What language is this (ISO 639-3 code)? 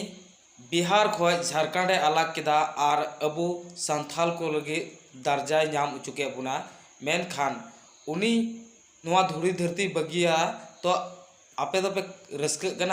sat